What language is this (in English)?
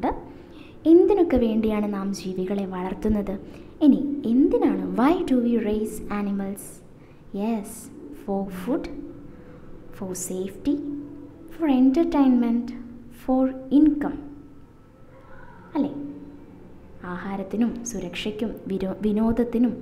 Malayalam